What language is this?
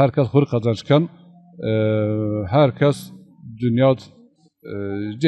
Zaza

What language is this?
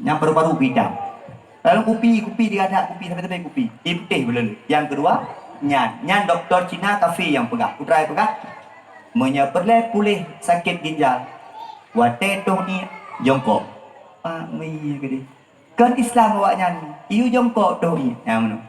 Achinese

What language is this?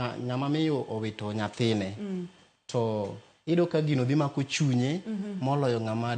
Luo (Kenya and Tanzania)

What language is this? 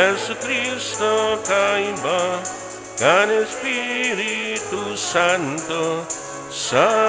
Bikol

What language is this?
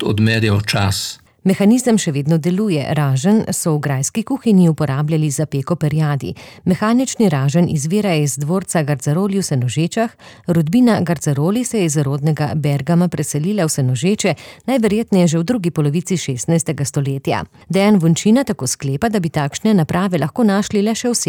Slovenian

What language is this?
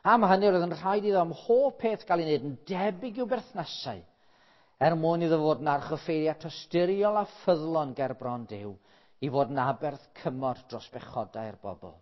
Welsh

